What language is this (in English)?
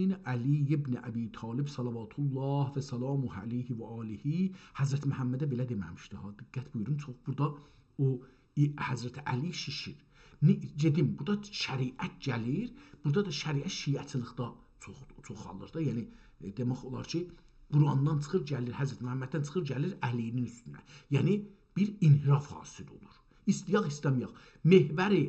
South Azerbaijani